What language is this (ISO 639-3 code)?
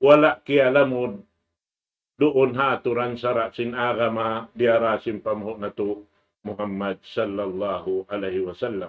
tsg